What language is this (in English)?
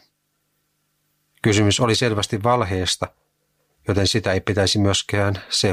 Finnish